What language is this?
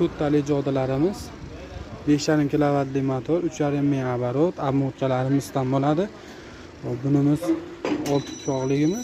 Uzbek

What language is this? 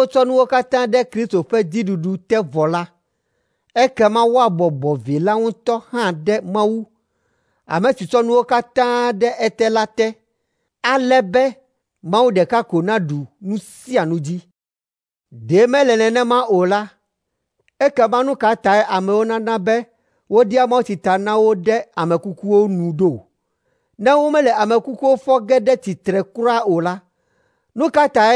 Ewe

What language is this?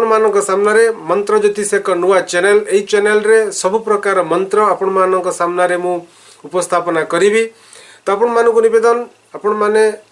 Odia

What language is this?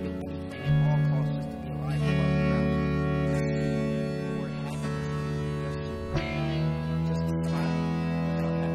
English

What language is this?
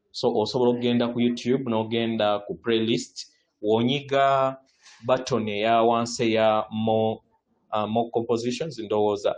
Ganda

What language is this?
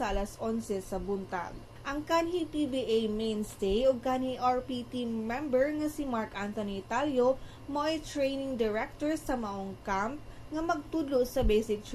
Cebuano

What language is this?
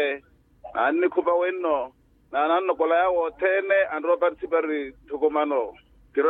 Makhuwa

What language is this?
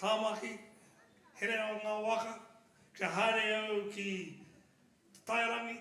Māori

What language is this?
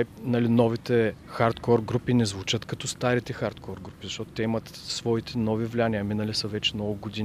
Bulgarian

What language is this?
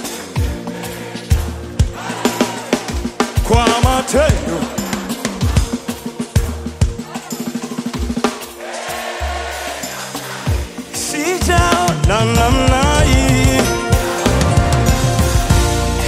Swahili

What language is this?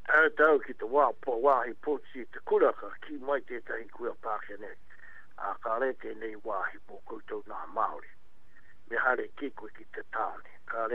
Māori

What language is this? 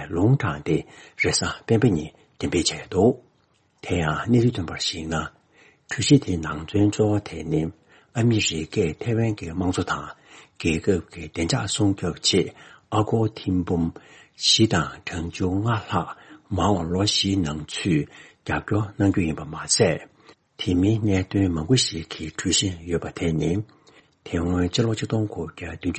Tibetan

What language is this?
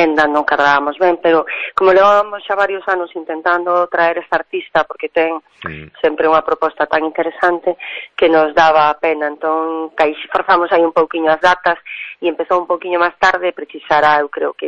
Galician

